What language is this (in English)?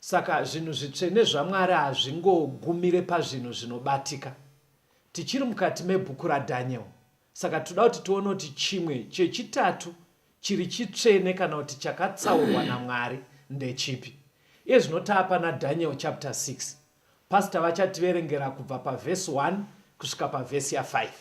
Shona